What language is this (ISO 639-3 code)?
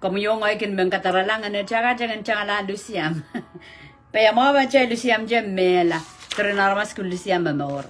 pon